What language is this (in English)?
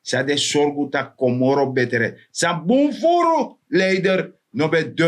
Sranan Tongo